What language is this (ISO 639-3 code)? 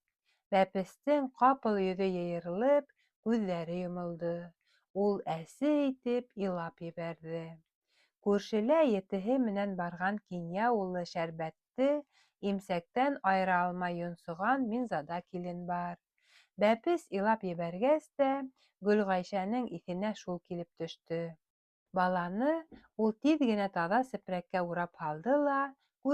bak